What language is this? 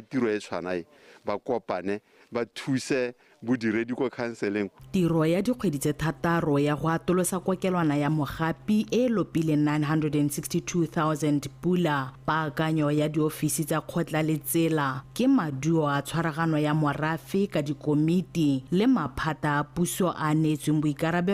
Tswana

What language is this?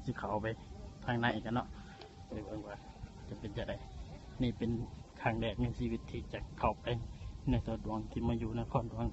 Lao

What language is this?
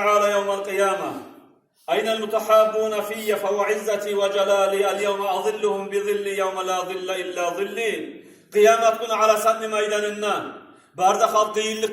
Kumyk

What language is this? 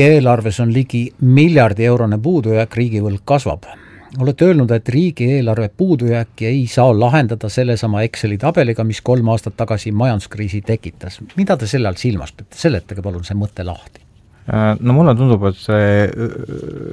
Estonian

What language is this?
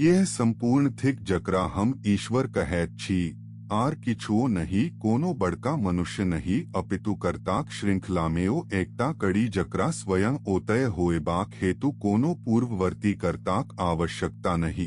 Maithili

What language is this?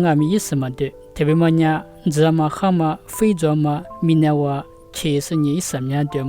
Lisu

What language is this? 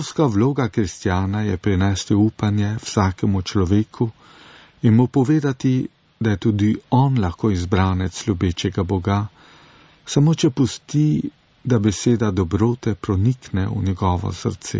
Slovenian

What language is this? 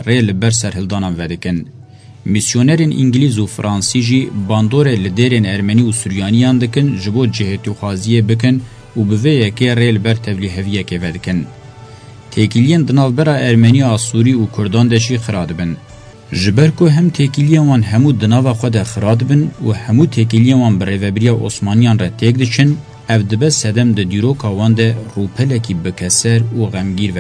Kurdish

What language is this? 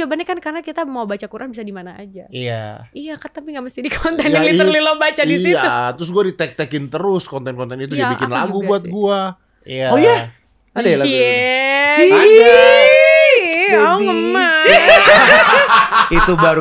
Indonesian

